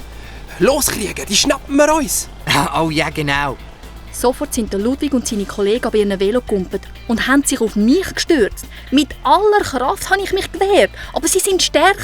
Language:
Swiss German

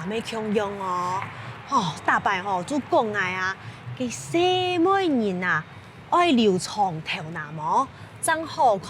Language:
Hakka Chinese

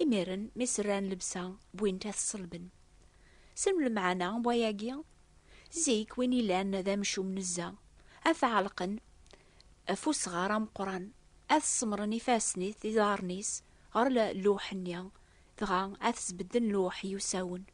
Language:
Kabyle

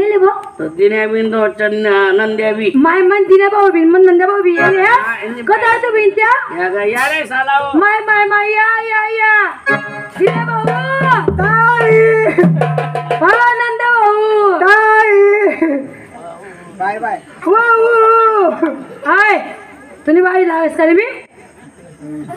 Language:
Marathi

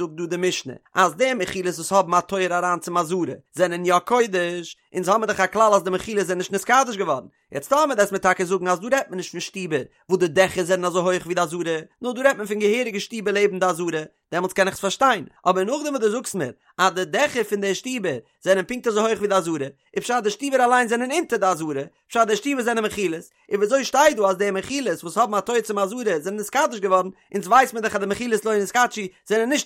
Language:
Yiddish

